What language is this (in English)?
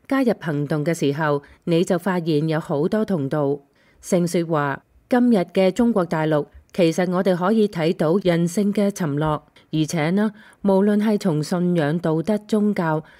Cantonese